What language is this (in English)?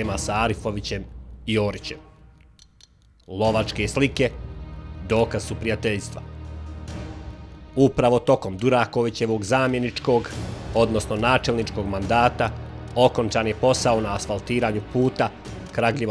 Bosnian